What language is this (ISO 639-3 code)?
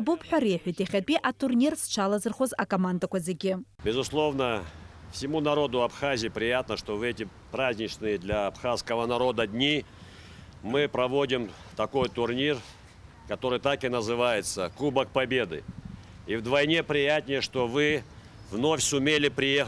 abk